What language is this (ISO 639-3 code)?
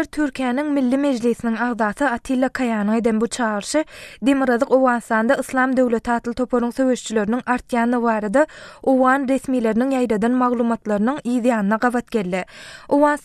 tuk